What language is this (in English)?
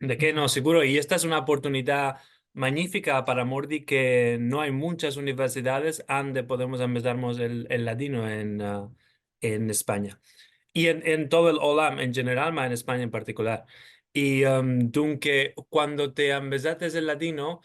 Ladino